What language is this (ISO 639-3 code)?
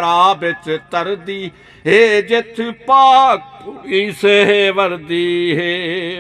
skr